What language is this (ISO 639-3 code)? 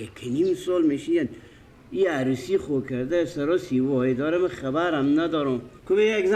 fas